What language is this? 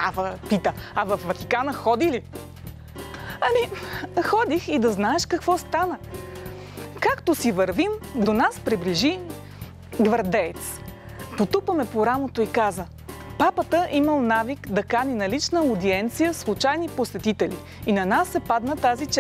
Bulgarian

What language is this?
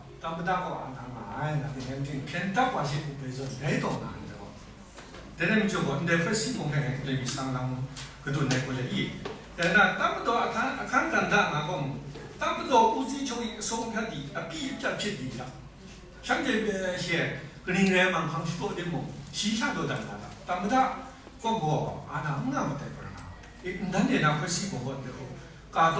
Kachin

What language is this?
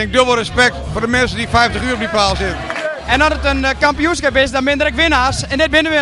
Western Frisian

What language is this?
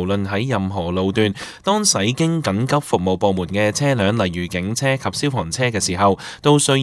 Cantonese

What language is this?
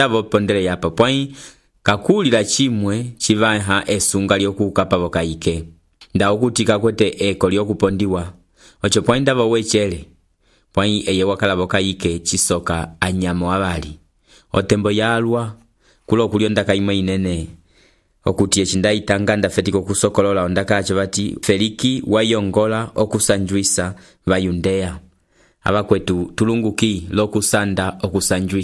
Umbundu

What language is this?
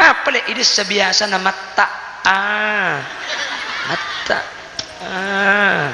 Madurese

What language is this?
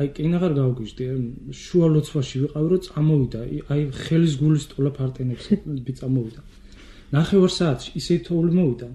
Georgian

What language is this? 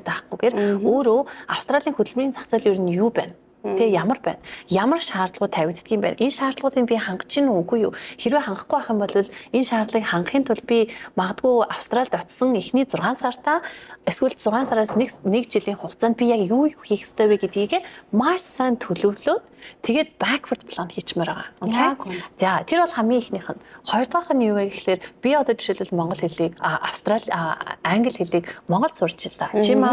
Mongolian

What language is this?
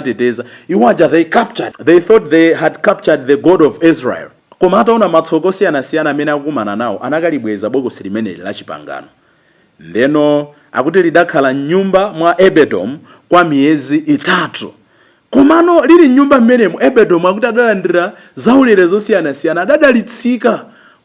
Nyanja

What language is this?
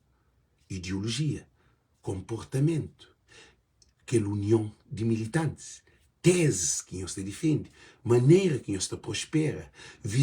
Kabuverdianu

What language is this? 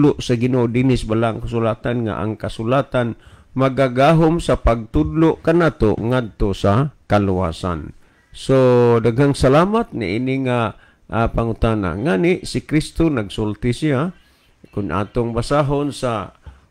Cebuano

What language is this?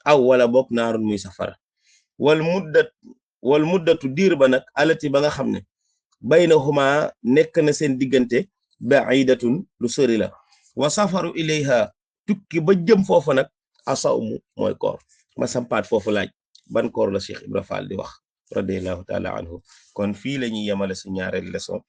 Wolof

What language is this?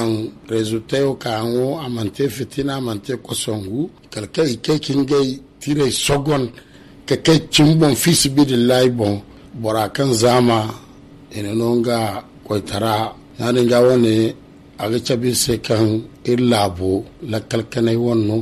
Zarma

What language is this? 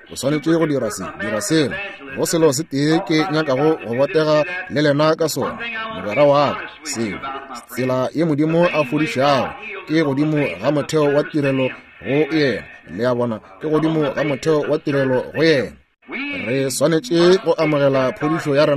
Northern Sotho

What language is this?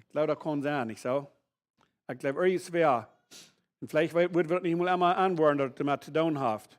Plautdietsch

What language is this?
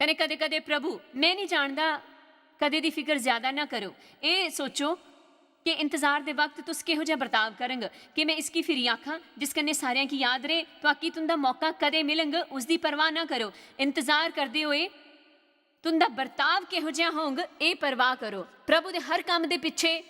Dogri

